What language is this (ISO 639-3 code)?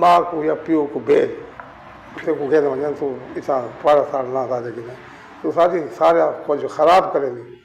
skr